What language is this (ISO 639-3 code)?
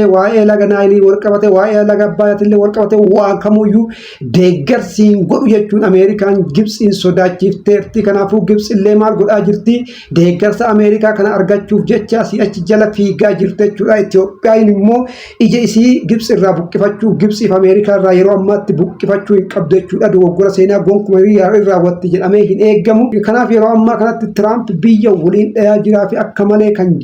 orm